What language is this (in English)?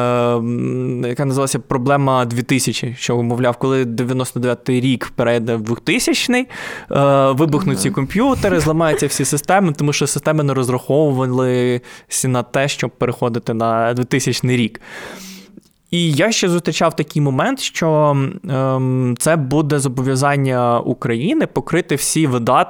Ukrainian